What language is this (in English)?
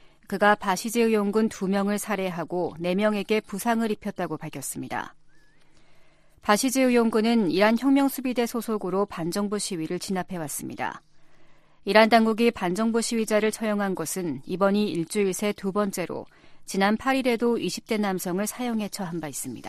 Korean